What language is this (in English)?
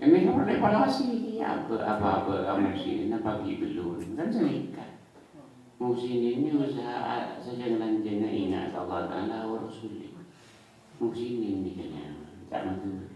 Madurese